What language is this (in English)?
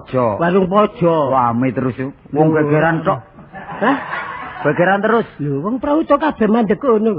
Javanese